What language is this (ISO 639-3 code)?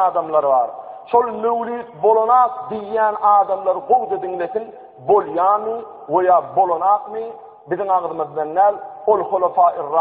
tuk